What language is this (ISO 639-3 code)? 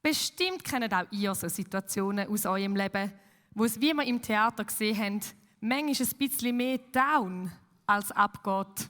gsw